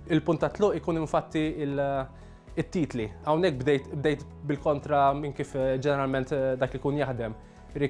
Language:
Maltese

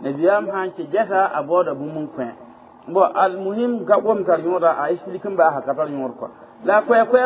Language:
Mossi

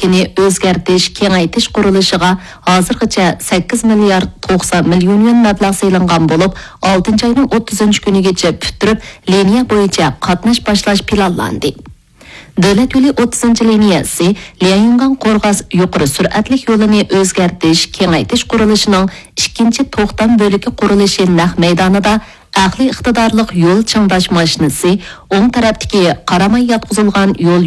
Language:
Uyghur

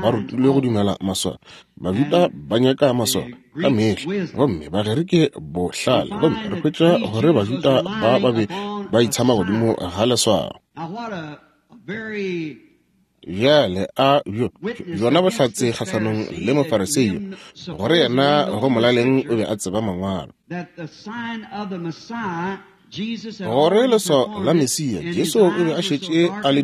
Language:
Northern Sotho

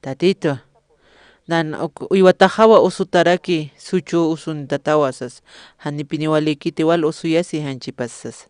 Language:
Aymara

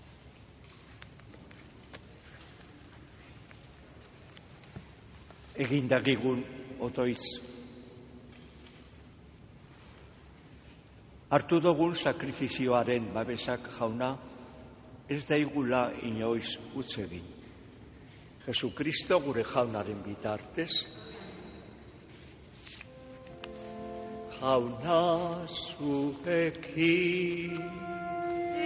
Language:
Basque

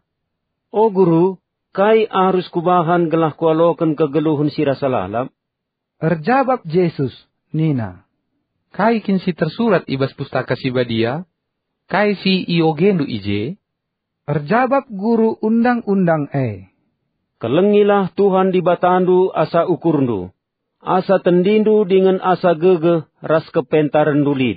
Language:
Batak Karo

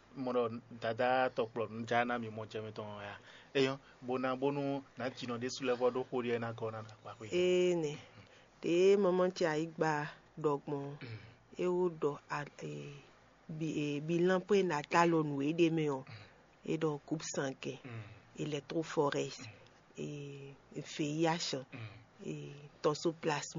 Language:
Fon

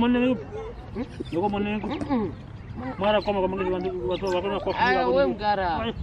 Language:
Kwangali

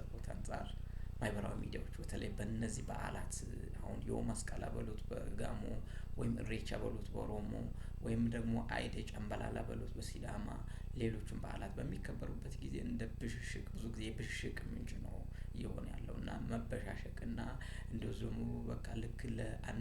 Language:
Amharic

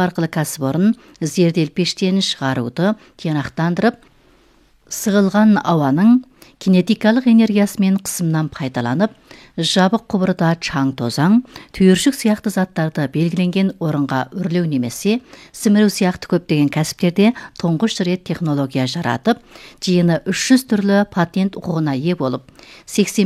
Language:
Kazakh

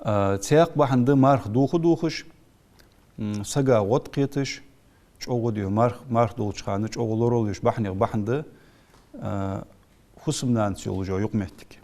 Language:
Ingush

